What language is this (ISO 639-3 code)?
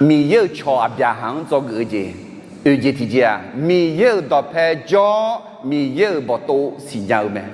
ahk